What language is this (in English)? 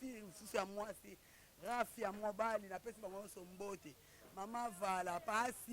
Lingala